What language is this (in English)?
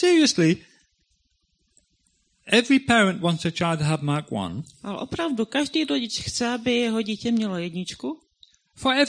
Czech